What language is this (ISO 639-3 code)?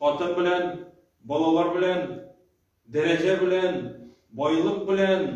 tat